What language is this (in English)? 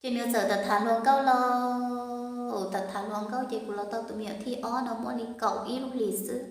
Hmong